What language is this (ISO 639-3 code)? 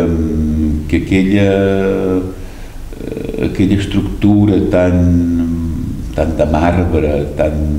cat